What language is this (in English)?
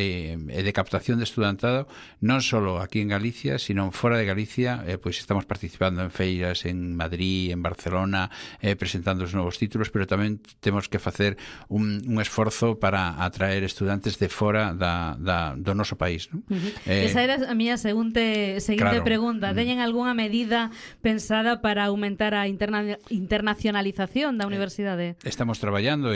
Galician